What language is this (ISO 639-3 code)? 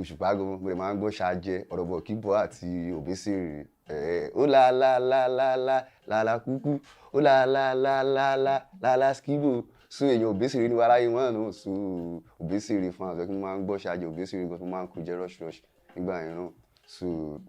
yor